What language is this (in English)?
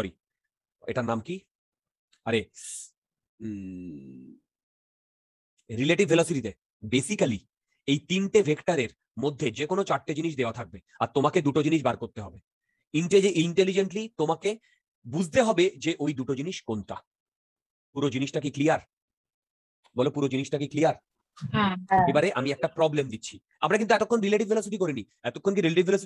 Bangla